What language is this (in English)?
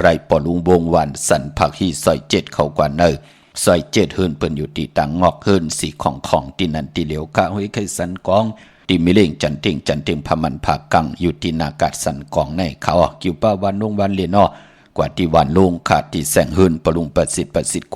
Shan